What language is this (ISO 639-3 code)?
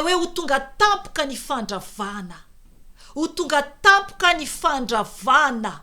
mlg